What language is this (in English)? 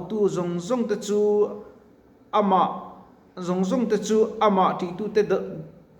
Mizo